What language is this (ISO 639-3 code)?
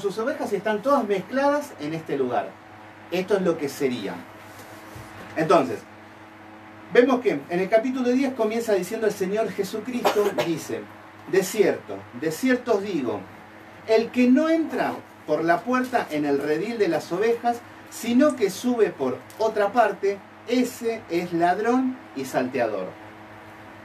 spa